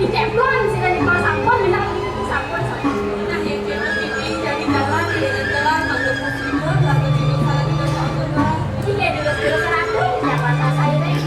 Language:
Balinese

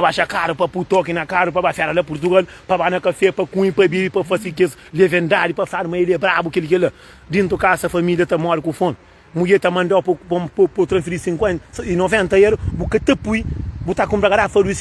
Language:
Kabuverdianu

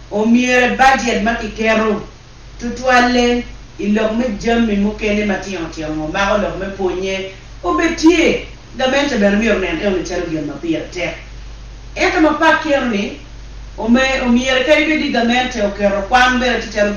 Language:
Acoli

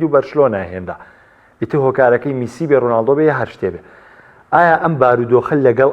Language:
Central Kurdish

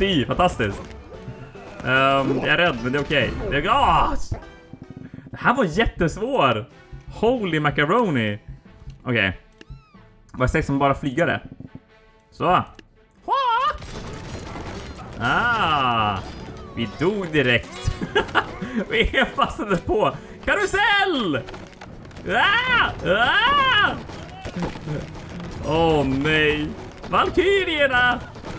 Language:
Swedish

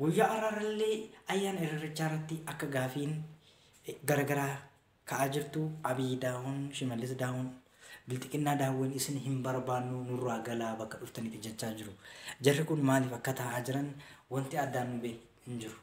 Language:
Oromo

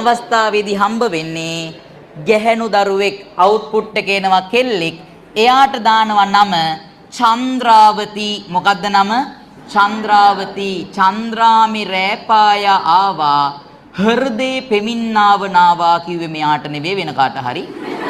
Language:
Sinhala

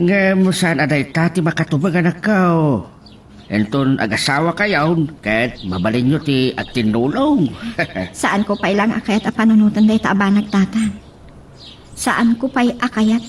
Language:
Iloko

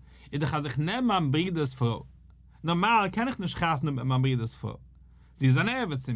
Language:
Yiddish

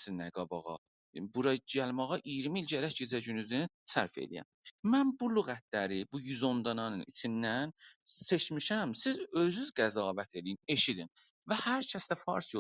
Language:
South Azerbaijani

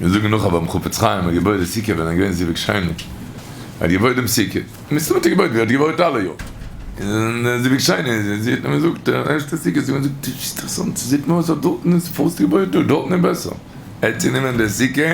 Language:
Yiddish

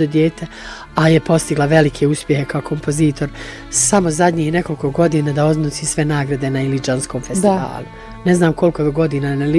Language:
Bosnian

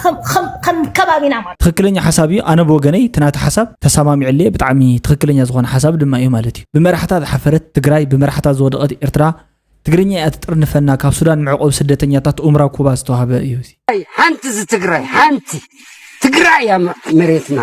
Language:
Tigrinya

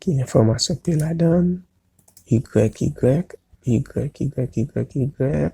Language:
Haitian Creole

